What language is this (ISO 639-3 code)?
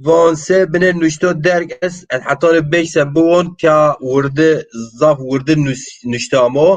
zza